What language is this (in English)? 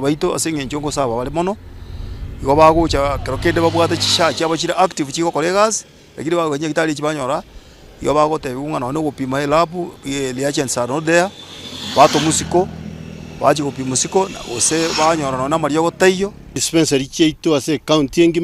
Gusii